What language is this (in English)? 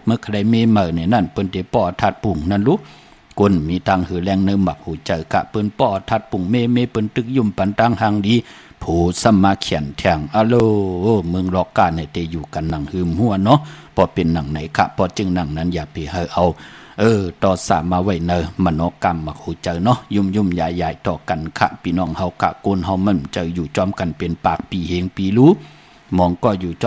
Shan